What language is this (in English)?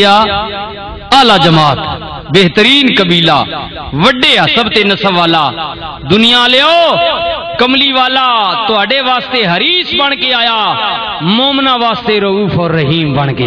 Western Panjabi